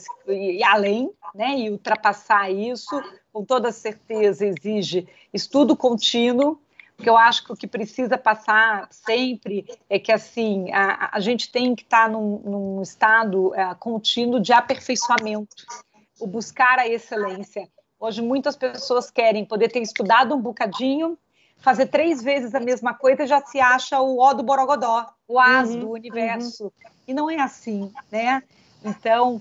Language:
Portuguese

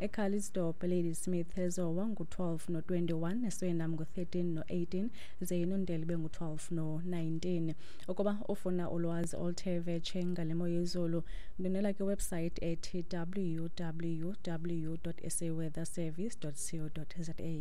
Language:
Xhosa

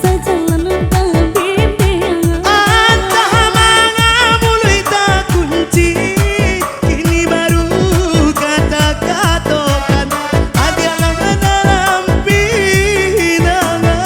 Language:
Minangkabau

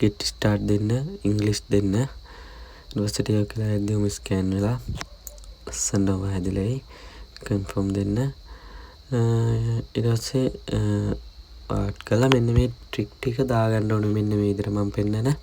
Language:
Sinhala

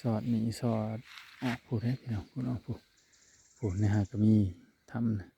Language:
Northeastern Thai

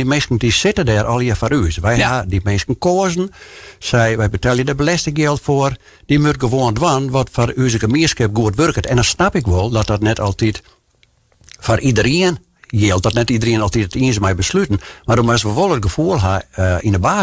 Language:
Western Frisian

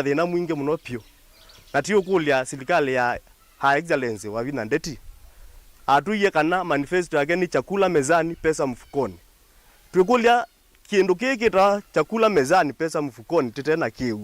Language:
Kamba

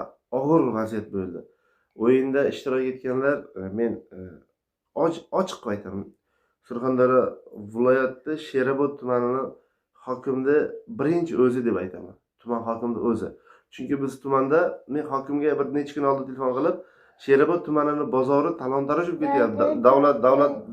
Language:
Uzbek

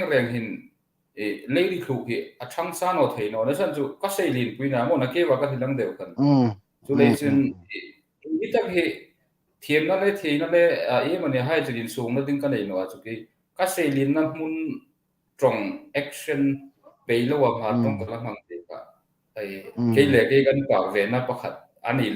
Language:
Hmar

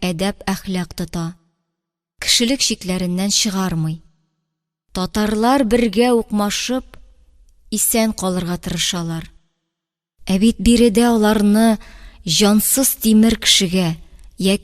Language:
Tatar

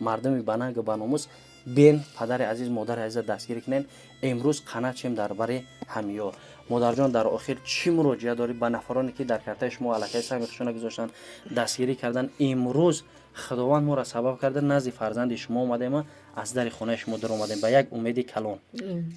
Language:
Tajik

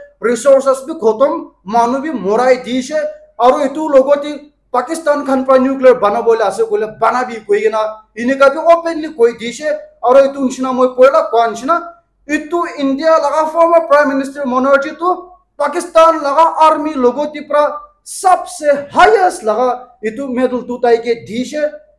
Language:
Naga Pidgin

